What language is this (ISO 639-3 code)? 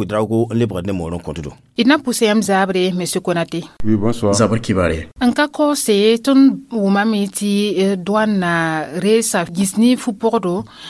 mos